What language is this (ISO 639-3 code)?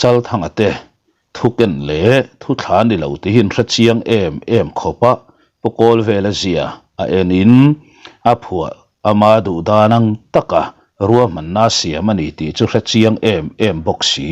lus